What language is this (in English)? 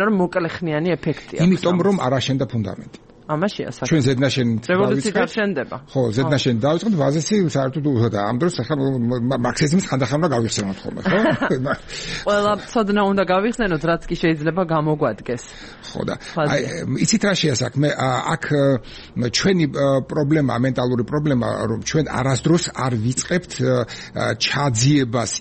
Georgian